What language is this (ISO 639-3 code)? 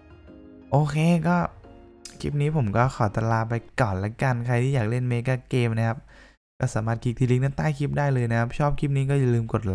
tha